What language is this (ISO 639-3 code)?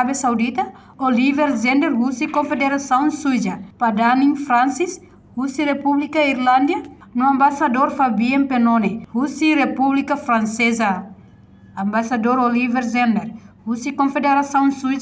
tet